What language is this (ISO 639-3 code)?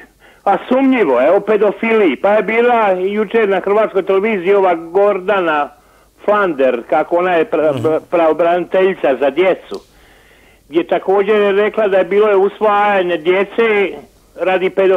hrv